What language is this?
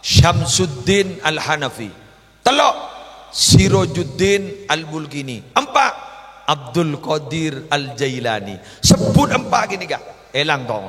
Madurese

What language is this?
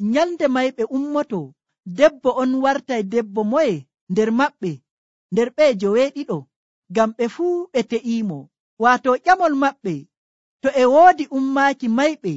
Nigerian Fulfulde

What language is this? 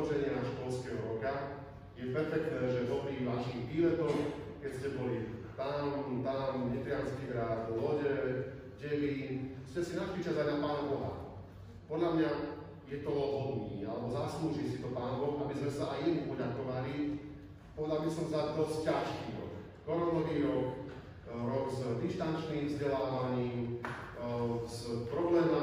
Slovak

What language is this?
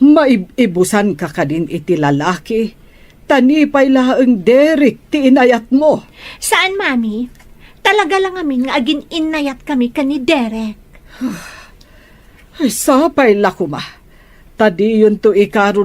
Iloko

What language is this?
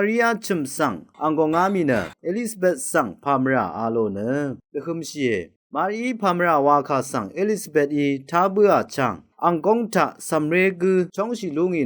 Rawang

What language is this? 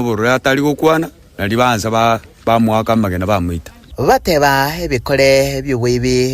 Gusii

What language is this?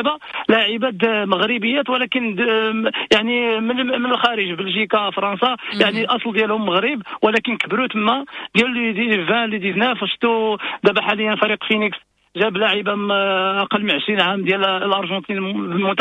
Moroccan Arabic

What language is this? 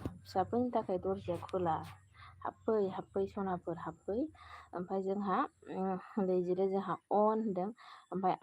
Bodo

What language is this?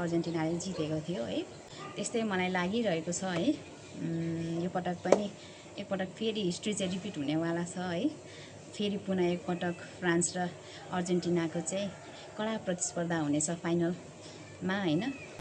Nepali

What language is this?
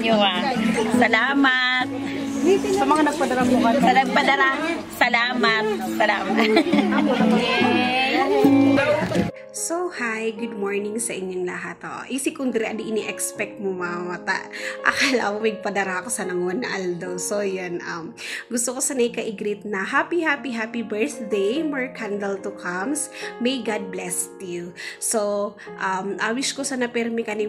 Bikol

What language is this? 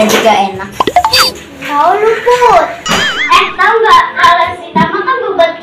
Betawi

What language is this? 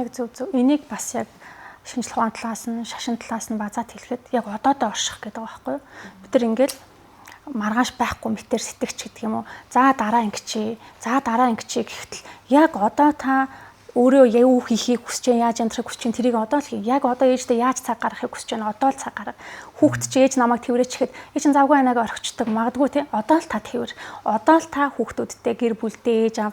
Mongolian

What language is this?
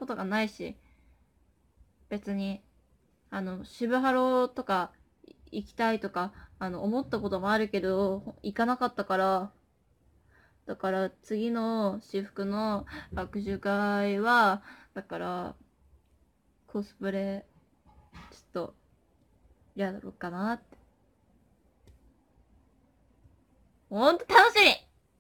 Japanese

